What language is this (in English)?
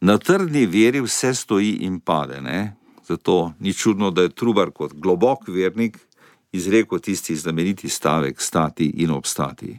Slovenian